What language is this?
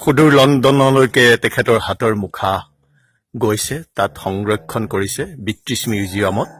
Assamese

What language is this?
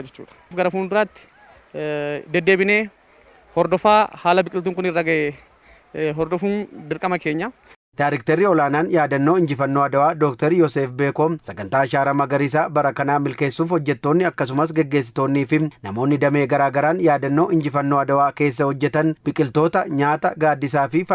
Oromo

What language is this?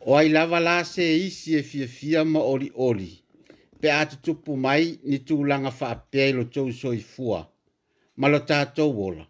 Samoan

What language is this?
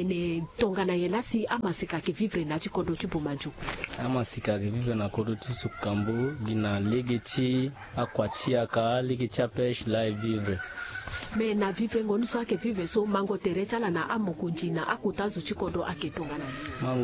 Sango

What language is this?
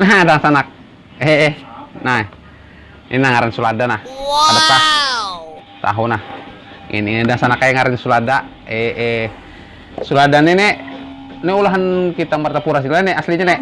Banjar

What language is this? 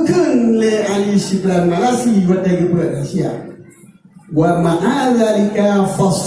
Achinese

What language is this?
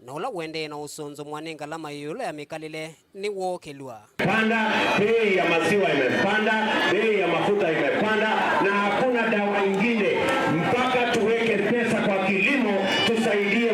Kamba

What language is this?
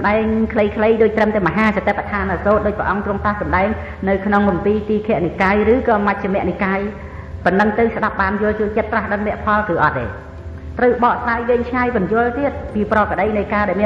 Khmer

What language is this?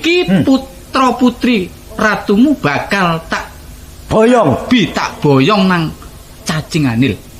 Javanese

